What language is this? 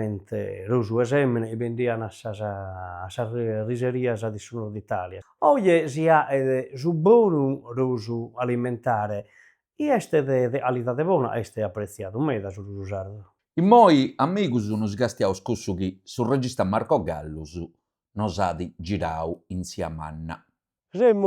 Sardinian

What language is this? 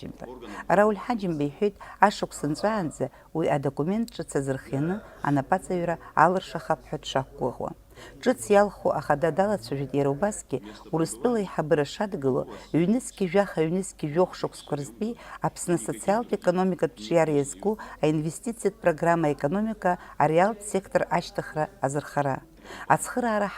Abkhazian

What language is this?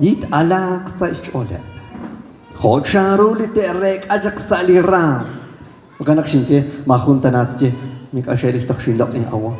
Kekchí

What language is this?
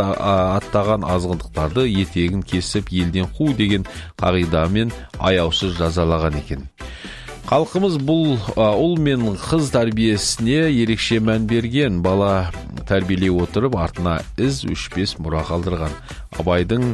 Kazakh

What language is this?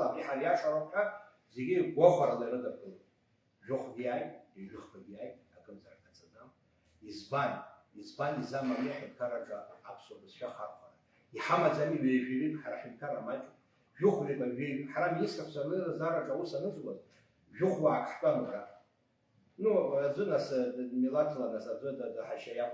Abkhazian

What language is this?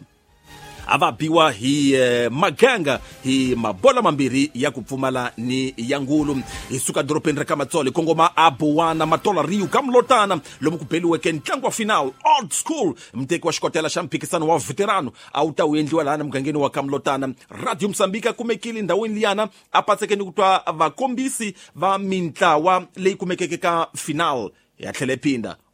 Tsonga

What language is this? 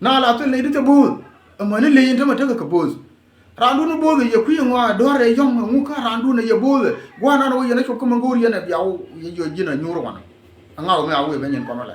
Nuer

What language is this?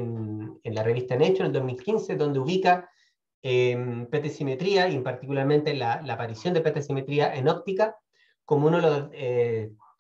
Spanish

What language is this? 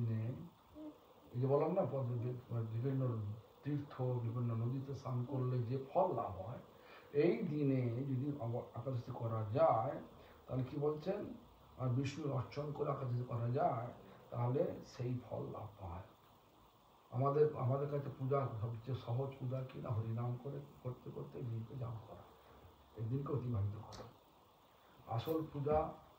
Bangla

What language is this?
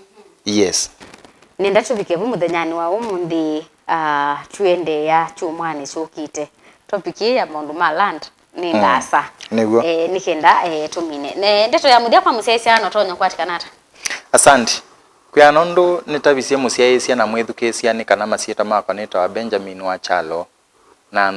Kamba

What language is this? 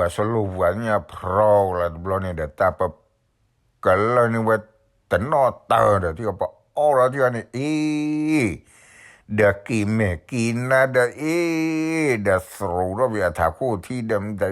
S'gaw Karen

